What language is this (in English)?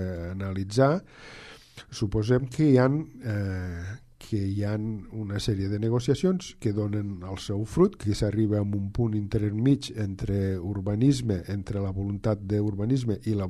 Catalan